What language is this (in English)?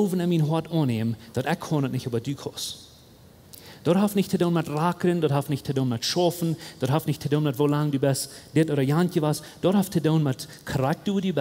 Plautdietsch